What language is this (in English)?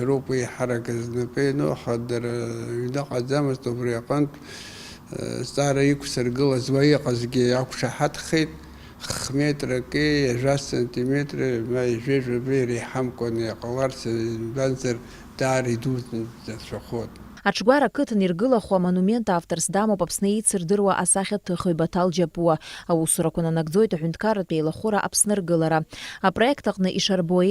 Abkhazian